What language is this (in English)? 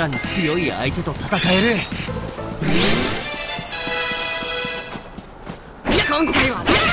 Japanese